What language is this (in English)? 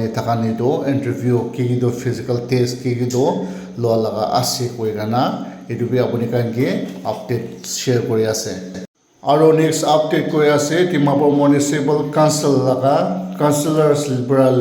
Naga Pidgin